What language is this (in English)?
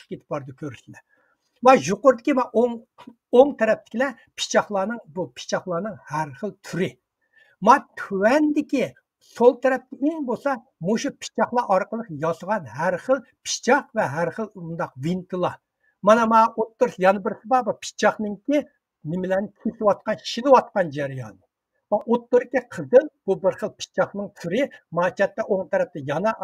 Uyghur